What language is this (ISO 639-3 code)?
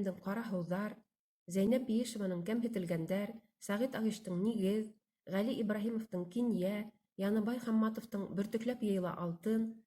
bak